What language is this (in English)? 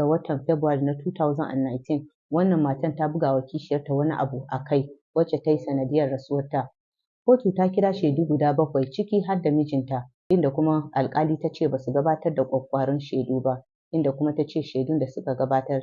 Hausa